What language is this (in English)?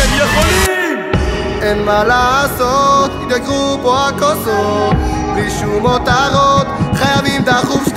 Hebrew